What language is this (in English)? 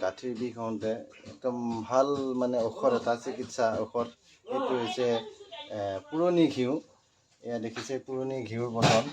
Assamese